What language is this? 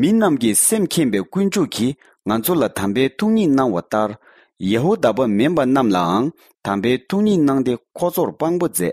Tibetan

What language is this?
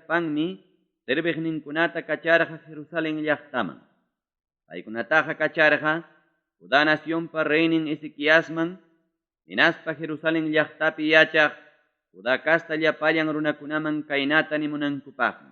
Ayacucho Quechua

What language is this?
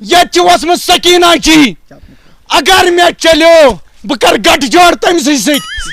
Kashmiri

